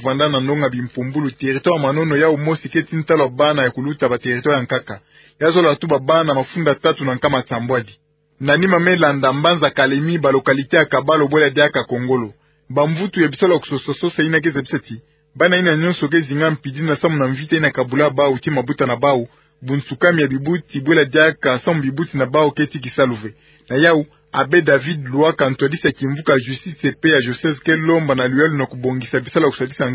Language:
Kituba (Democratic Republic of Congo)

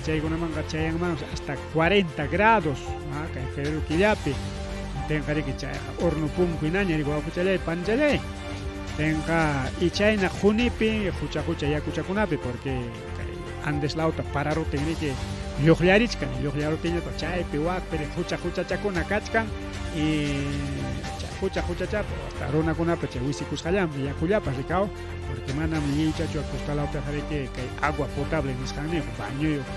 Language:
Ayacucho Quechua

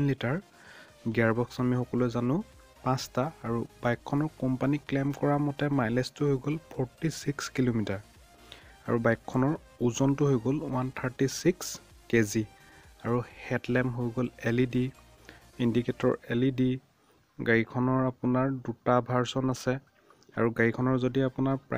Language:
Assamese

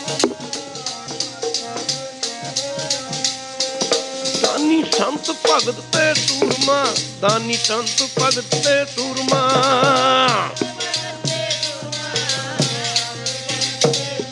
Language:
Punjabi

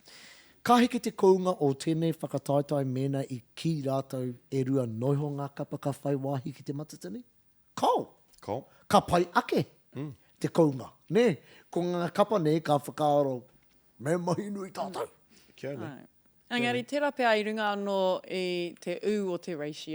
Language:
Māori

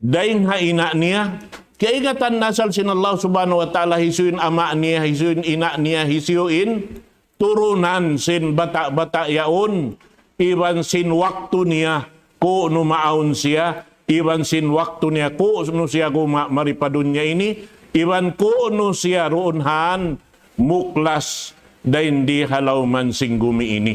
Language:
Tausug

